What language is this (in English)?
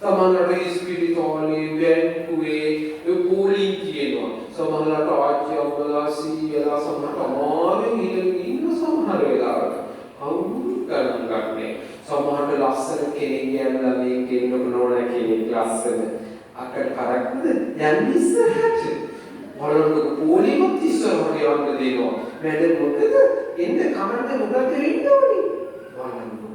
Sinhala